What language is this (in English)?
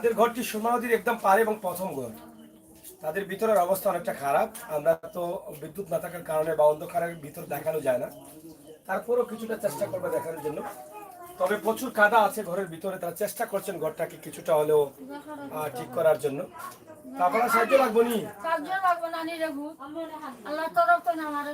Sylheti